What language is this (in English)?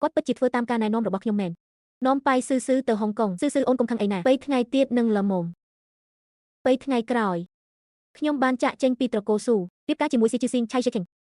Khmer